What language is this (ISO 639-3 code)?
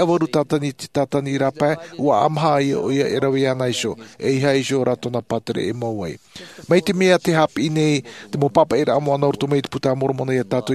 tah